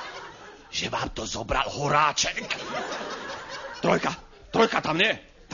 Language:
Slovak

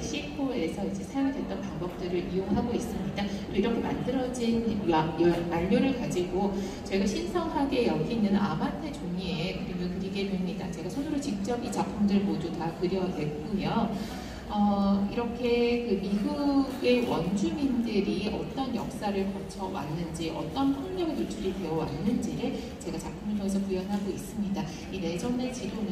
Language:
Korean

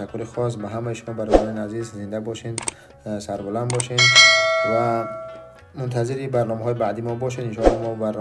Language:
Tajik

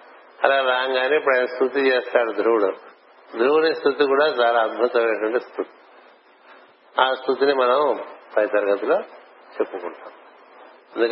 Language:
Telugu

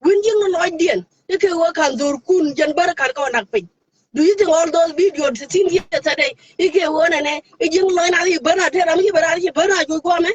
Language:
Nuer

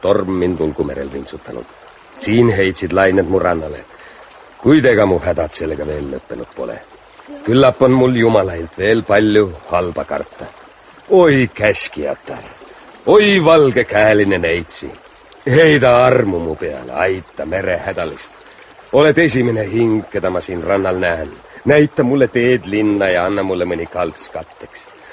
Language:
Estonian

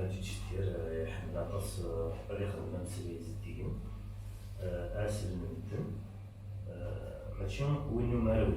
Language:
Kabyle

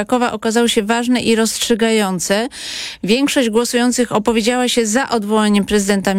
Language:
Polish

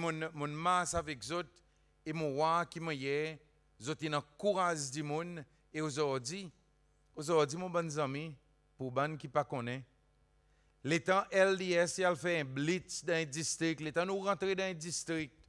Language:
Seselwa Creole French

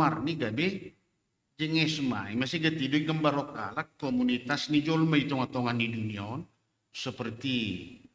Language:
Batak Simalungun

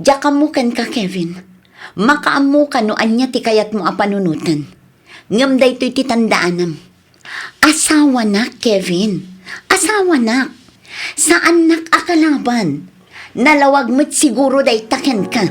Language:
Iloko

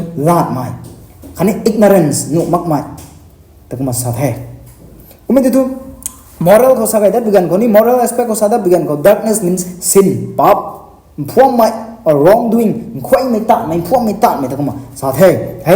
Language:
Rongmei Naga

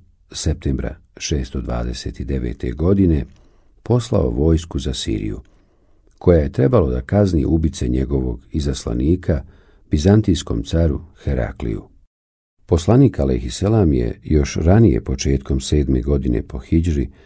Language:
Bosnian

